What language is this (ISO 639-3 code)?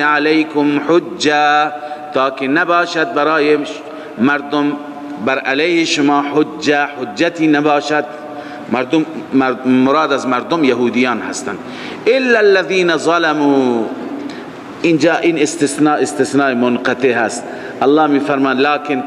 fas